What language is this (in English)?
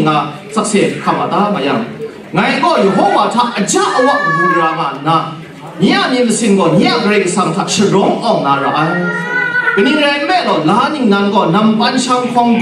Kachin